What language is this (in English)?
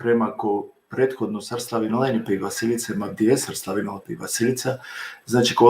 Balkan Romani